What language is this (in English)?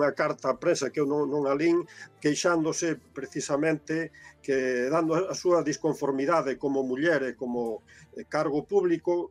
Galician